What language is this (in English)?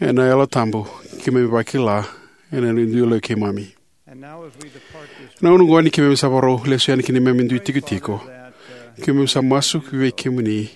Fijian